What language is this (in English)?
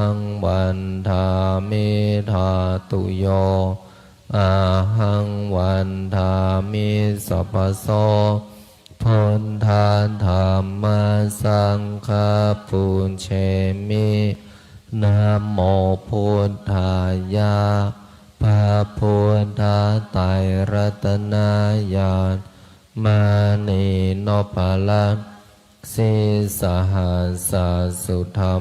Pali